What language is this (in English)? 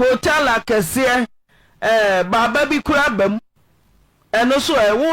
Akan